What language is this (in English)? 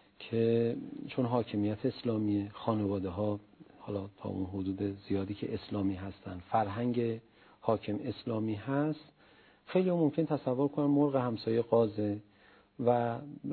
Persian